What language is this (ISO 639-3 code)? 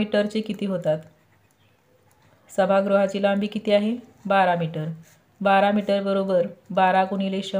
mar